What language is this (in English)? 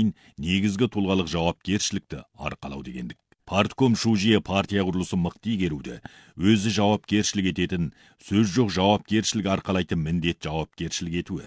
Kazakh